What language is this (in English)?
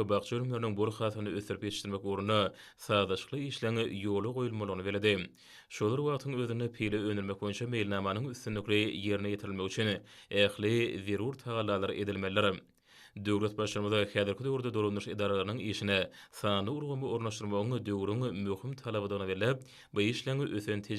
Turkmen